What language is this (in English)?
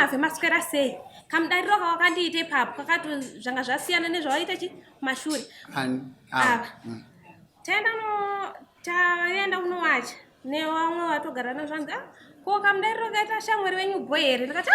Shona